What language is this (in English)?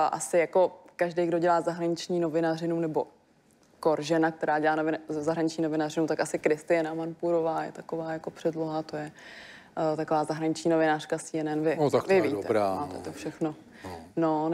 Czech